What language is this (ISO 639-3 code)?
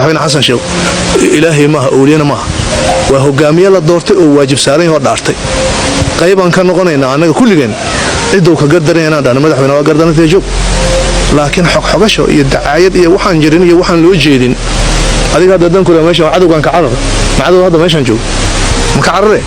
som